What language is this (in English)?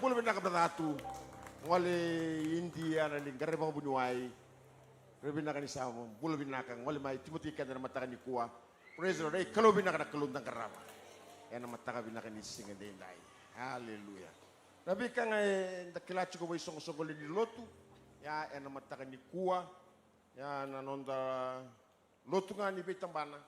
Fijian